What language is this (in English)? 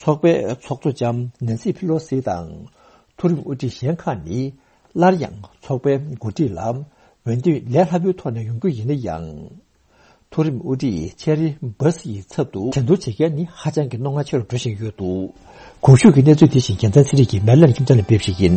Tibetan